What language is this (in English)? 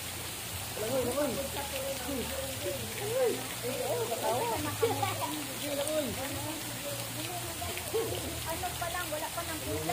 Filipino